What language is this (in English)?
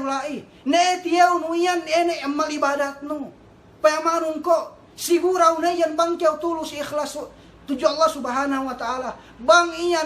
Yakan